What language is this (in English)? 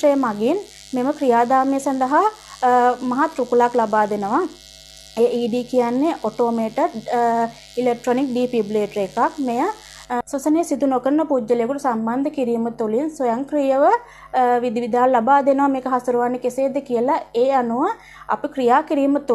Sinhala